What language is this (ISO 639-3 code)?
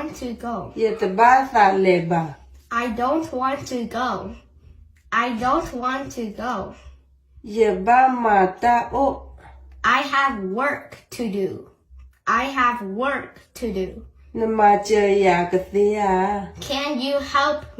ksw